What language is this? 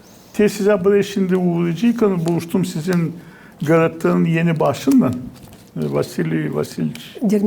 Gagauz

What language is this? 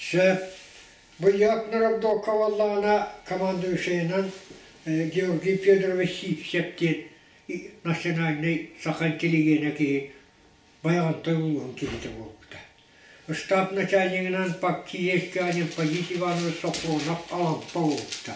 Yakut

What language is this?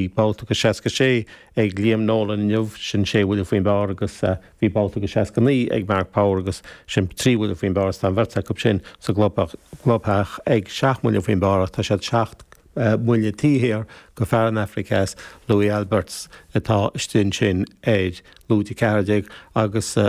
Irish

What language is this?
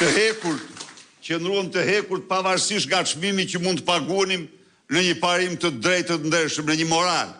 Albanian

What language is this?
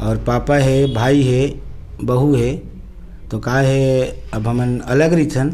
Chhattisgarhi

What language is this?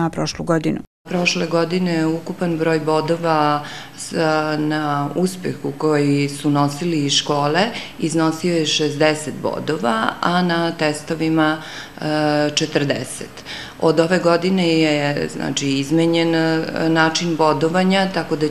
Serbian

